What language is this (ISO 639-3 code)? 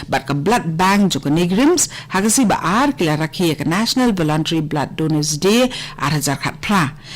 kha